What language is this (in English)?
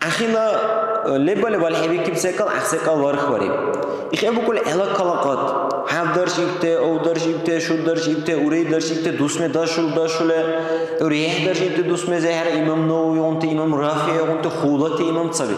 Dargwa